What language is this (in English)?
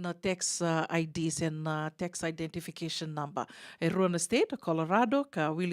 Fijian